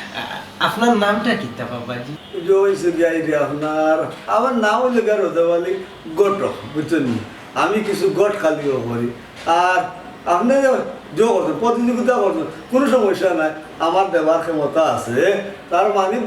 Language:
Sylheti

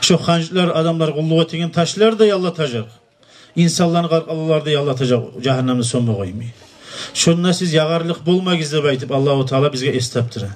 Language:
Kumyk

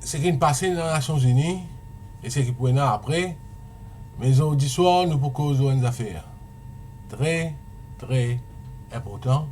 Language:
Morisyen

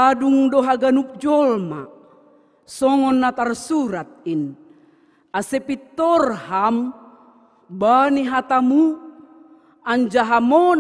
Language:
Batak Simalungun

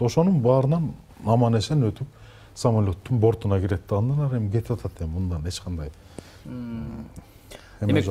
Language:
Kyrgyz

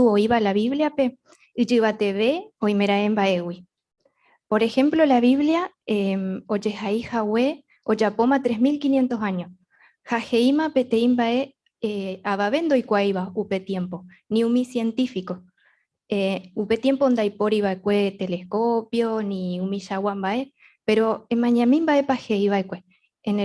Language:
Guarani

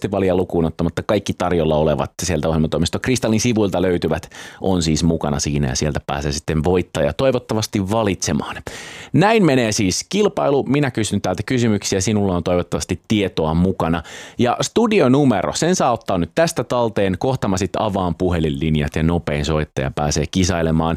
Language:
Finnish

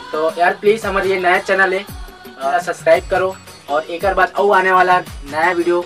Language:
Chhattisgarhi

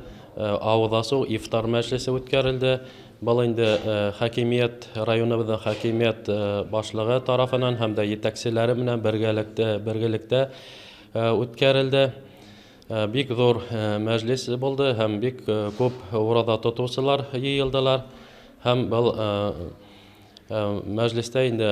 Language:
Bashkir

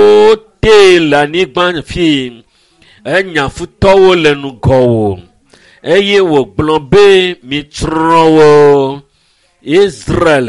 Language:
Ewe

